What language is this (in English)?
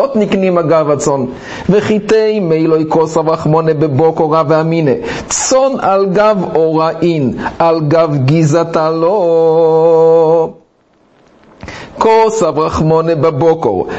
Hebrew